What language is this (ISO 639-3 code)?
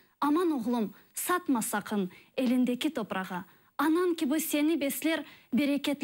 crh